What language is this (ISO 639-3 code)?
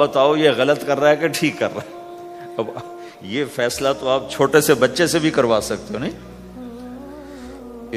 urd